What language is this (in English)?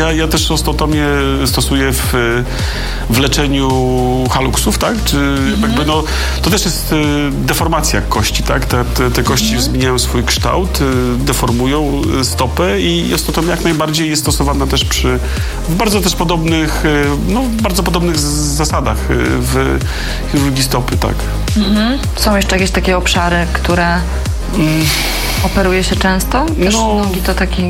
Polish